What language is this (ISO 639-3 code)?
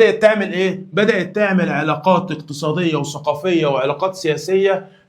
arz